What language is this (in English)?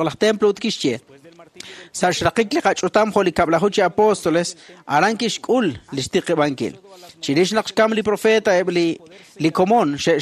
Kekchí